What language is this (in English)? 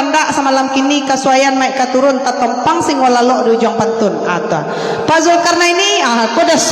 Minangkabau